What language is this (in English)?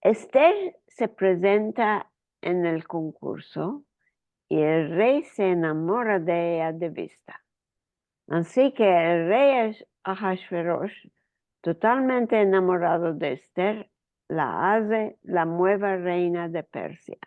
Ladino